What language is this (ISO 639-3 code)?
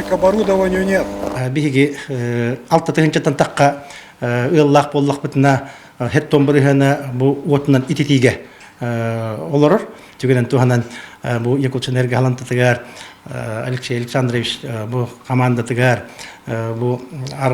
sah